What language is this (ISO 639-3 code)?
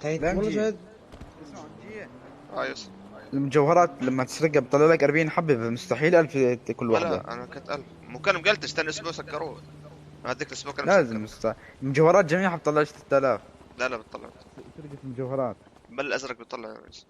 apc